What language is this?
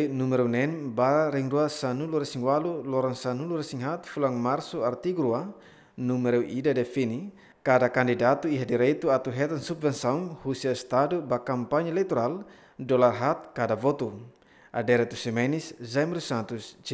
Tetum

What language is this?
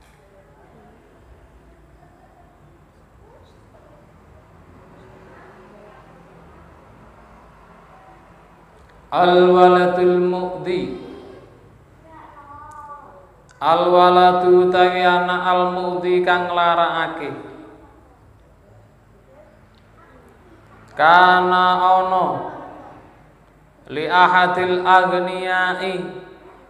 Javanese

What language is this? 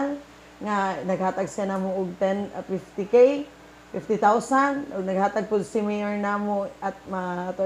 Cebuano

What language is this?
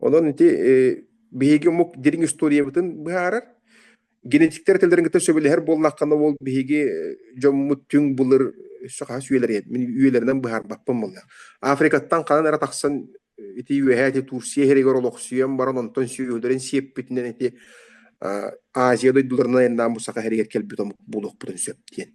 Yakut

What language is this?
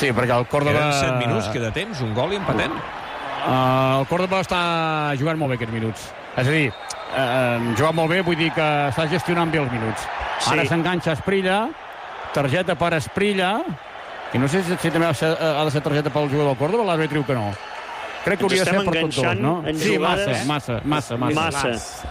Catalan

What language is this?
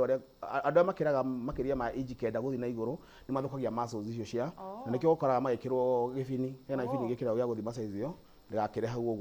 Kikuyu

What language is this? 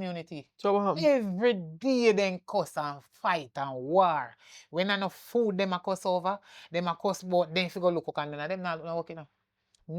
Jamaican Creole English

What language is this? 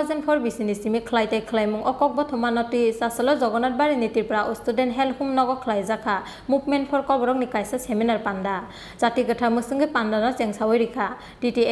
Kok Borok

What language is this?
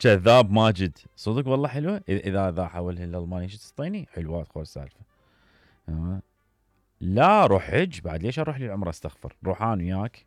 Mesopotamian Arabic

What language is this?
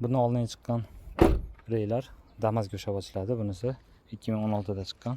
Uzbek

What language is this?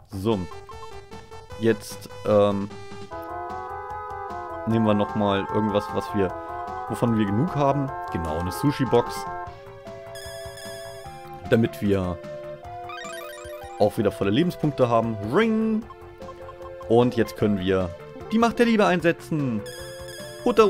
German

